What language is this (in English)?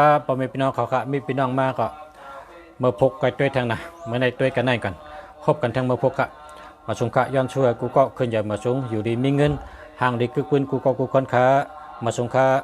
Shan